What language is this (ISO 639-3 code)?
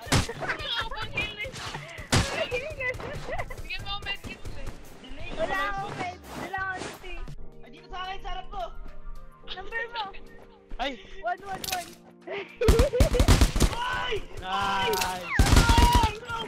fil